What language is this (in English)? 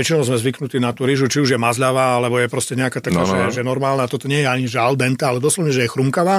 Slovak